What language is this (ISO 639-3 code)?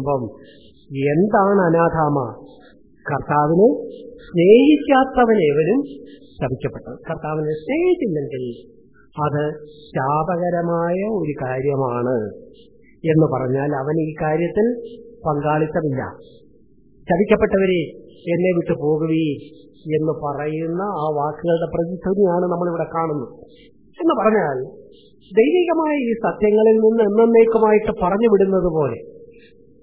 mal